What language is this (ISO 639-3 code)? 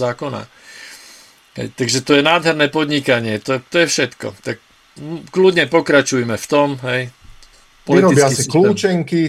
slk